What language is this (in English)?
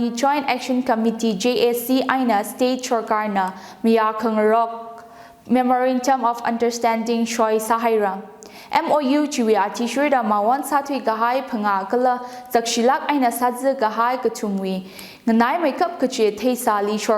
Tangkhul Naga (India)